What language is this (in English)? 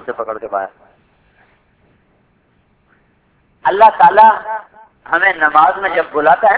Urdu